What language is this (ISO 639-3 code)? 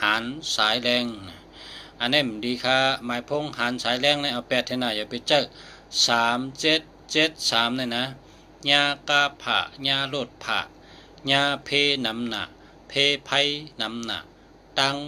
shn